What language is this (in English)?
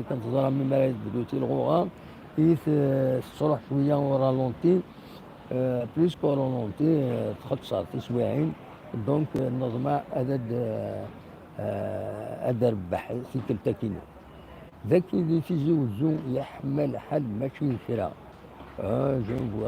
Kabyle